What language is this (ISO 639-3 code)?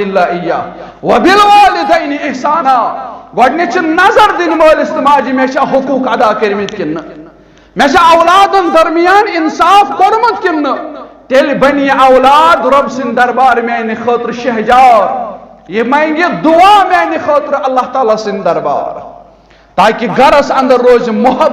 kas